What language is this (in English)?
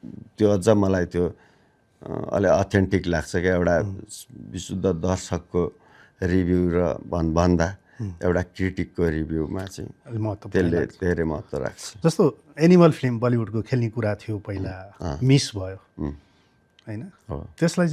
Nepali